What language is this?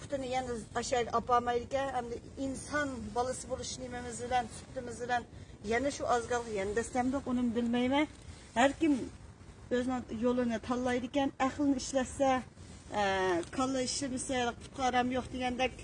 Uyghur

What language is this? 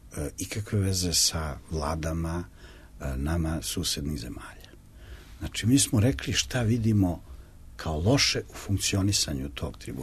Serbian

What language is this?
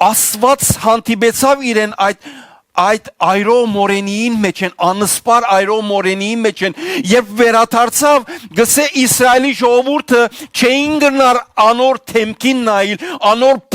Western Armenian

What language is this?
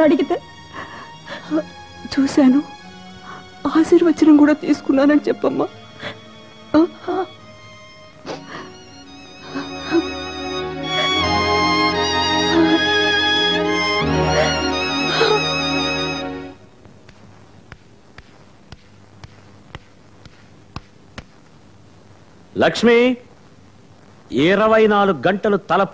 Telugu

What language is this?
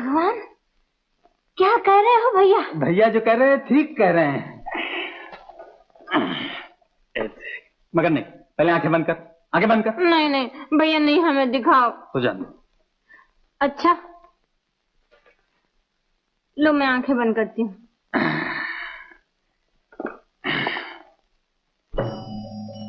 Hindi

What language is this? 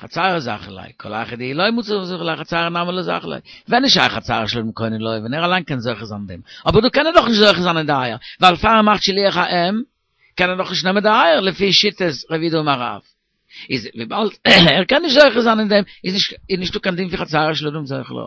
Yiddish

